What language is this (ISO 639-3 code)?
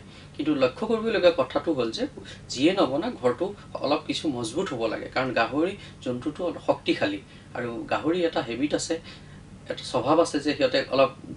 asm